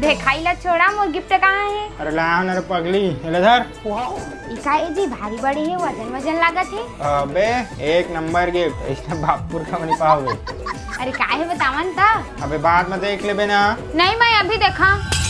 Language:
Chhattisgarhi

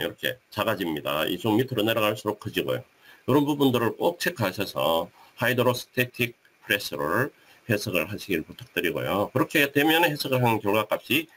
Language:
Korean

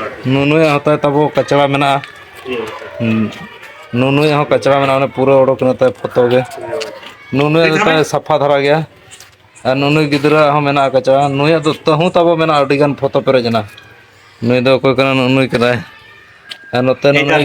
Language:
Santali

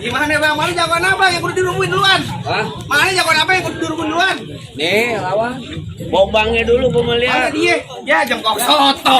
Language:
Betawi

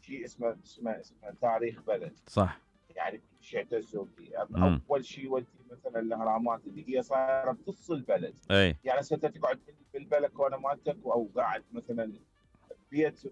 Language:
Mesopotamian Arabic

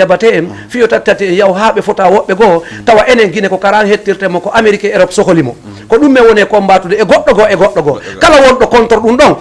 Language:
Fula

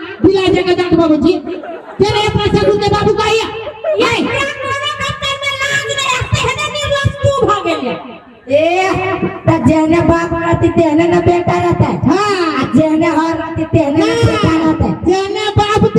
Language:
Maithili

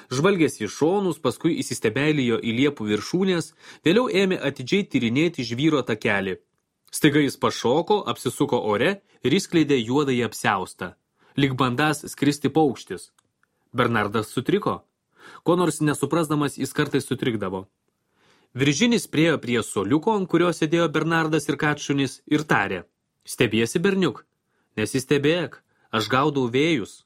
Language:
Lithuanian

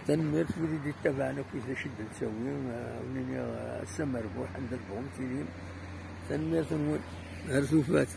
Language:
Kabyle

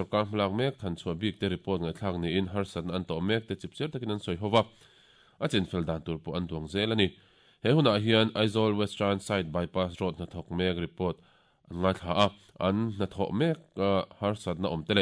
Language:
Mizo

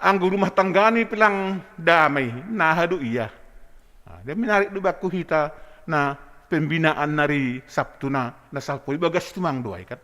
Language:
Batak Simalungun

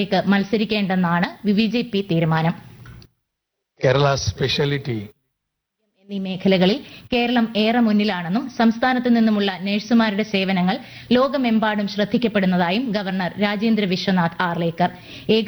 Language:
Malayalam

